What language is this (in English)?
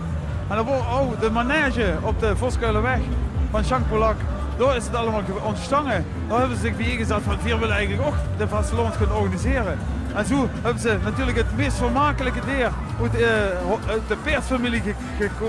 Limburgish